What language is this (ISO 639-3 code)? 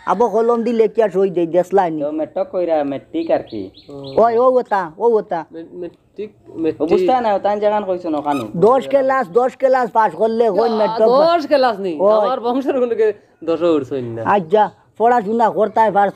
syl